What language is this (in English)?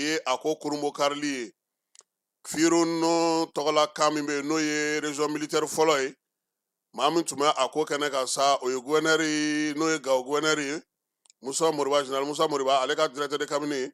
Bambara